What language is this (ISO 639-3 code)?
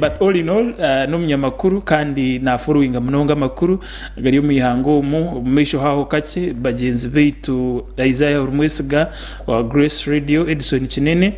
nyn